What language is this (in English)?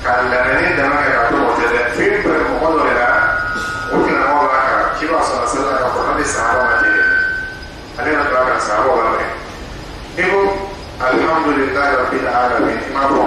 Dyula